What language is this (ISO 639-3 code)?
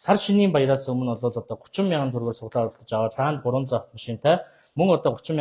mon